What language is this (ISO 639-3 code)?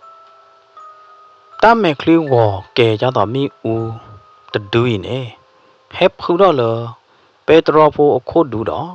ksw